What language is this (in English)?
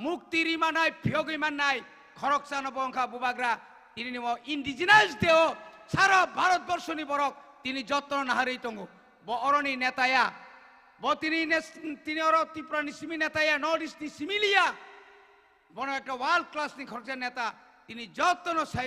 Kok Borok